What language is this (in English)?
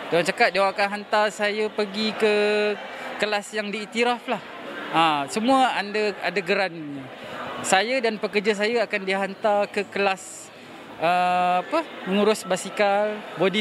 Malay